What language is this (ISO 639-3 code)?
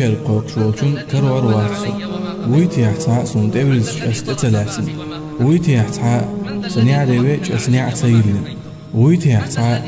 che